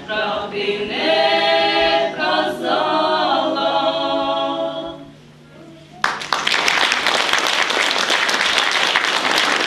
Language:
Ukrainian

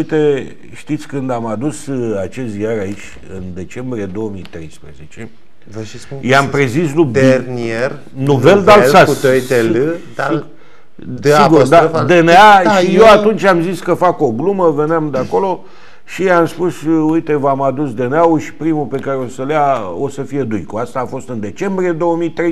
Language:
Romanian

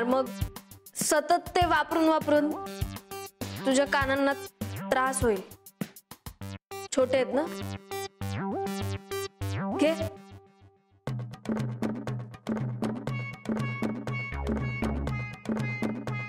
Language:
Marathi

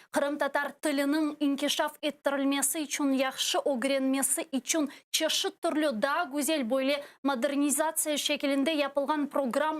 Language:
Crimean Tatar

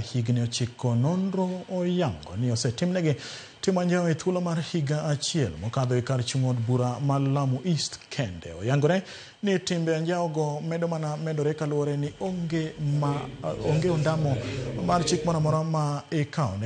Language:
Luo (Kenya and Tanzania)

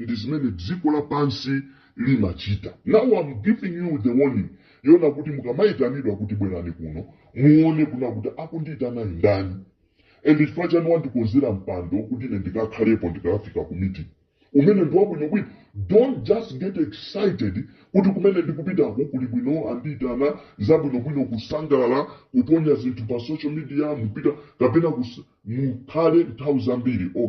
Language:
Nyanja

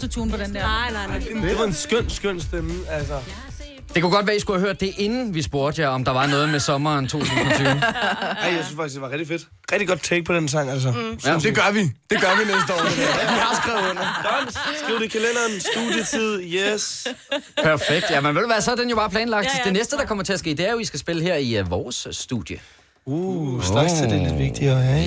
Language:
Danish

